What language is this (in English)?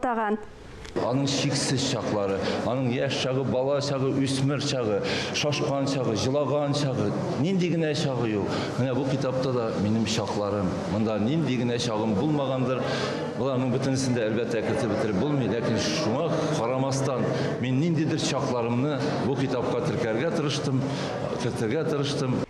Tatar